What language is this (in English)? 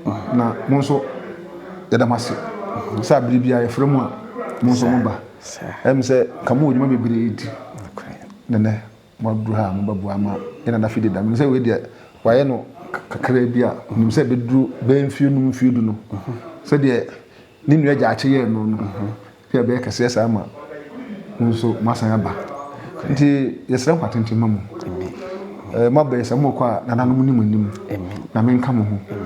Akan